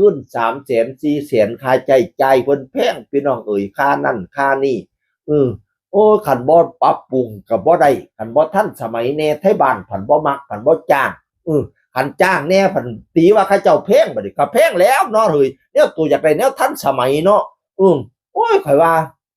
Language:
Northeastern Thai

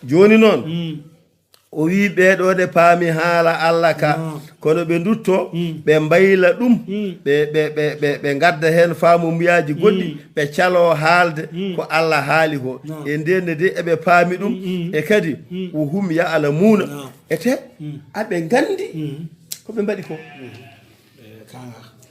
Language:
Fula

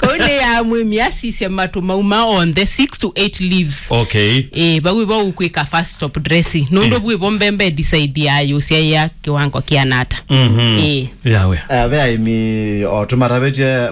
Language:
Kamba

